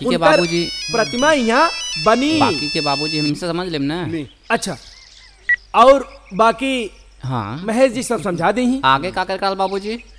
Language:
Bhojpuri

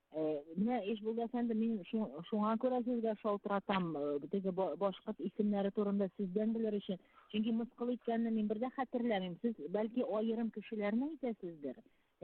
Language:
Bashkir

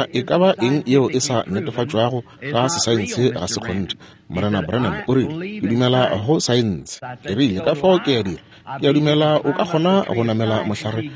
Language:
Northern Sotho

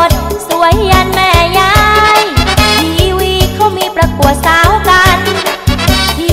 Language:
Thai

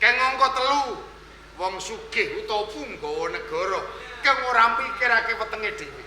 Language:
Javanese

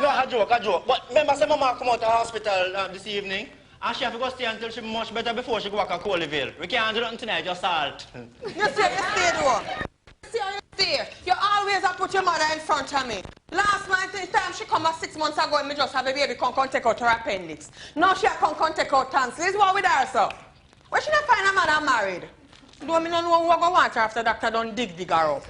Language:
Jamaican Creole English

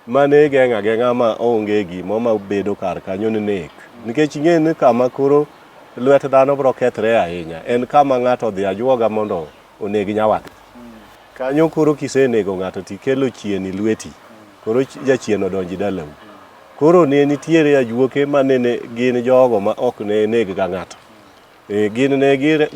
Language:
Luo (Kenya and Tanzania)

